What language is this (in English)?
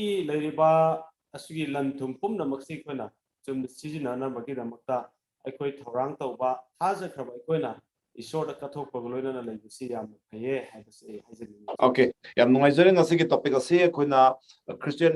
Manipuri